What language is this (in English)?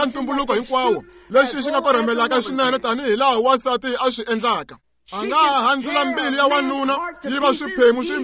Tsonga